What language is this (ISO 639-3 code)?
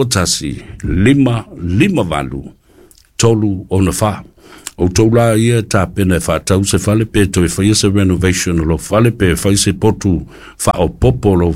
smo